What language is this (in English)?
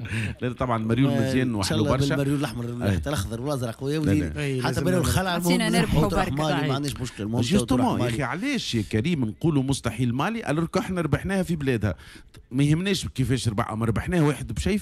Tunisian Arabic